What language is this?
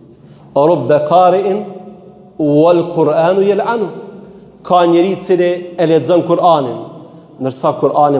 Albanian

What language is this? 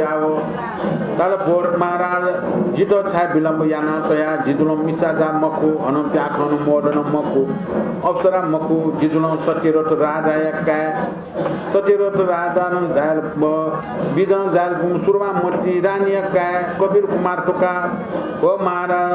Newari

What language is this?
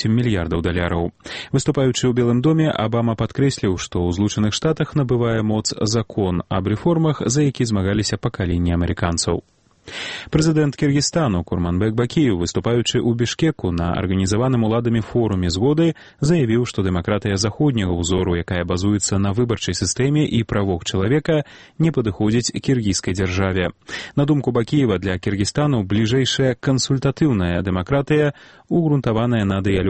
Belarusian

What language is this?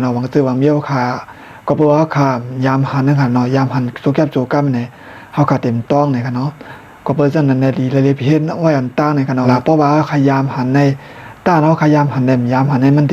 Shan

